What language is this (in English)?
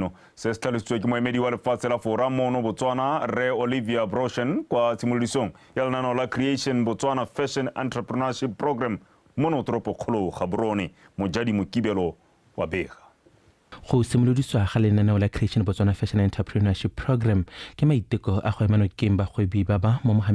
Tswana